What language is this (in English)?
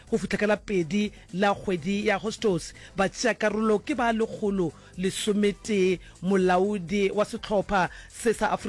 Northern Sotho